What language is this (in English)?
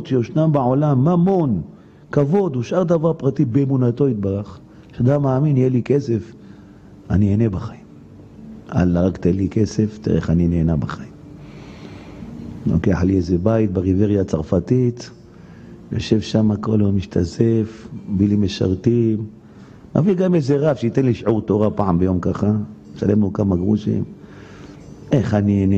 Hebrew